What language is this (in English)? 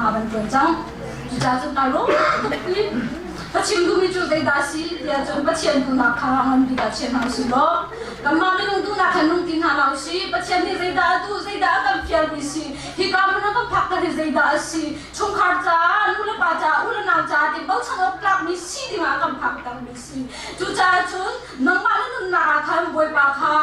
Hakha Chin